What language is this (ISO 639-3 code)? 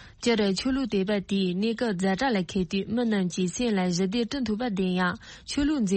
bod